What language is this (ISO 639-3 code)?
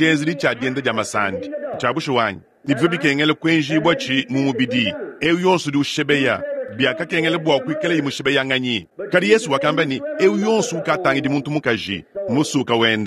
lua